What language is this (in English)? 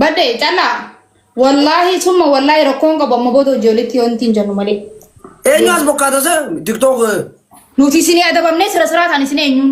Oromo